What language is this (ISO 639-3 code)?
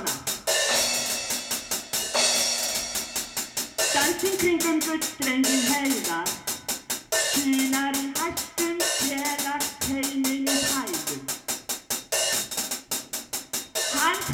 isl